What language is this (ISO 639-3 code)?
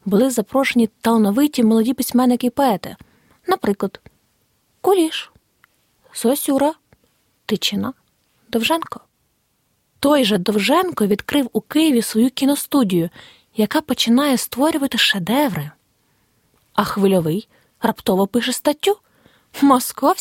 ukr